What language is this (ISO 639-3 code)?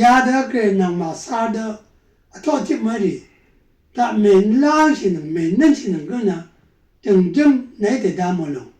raw